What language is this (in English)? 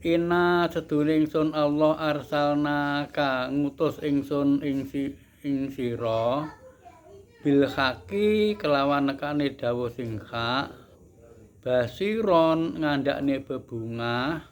Javanese